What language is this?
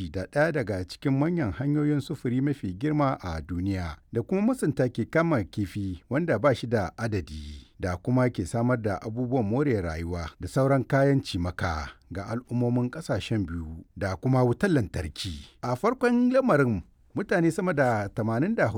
Hausa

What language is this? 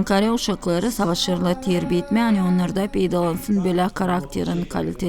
Gagauz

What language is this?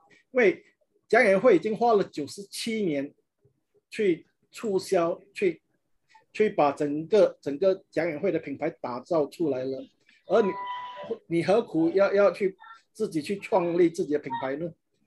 Chinese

